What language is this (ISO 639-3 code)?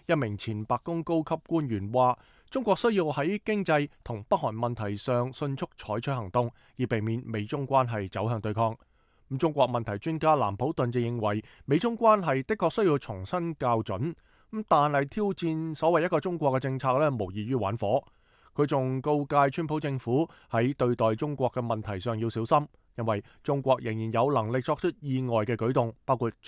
yue